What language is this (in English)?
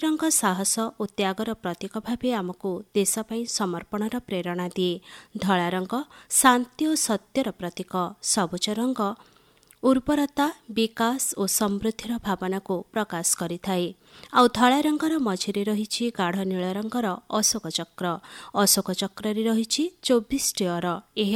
Odia